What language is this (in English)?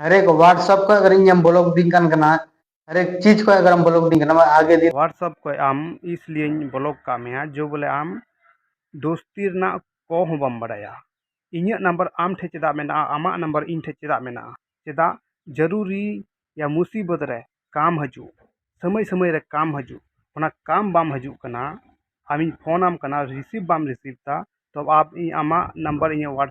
Santali